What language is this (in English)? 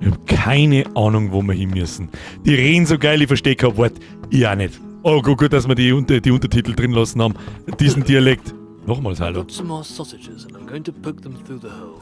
Bavarian